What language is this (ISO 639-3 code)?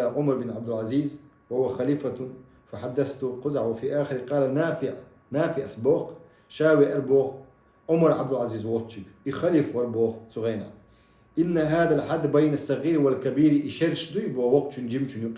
che